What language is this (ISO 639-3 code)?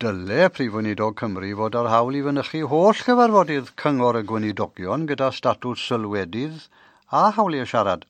cym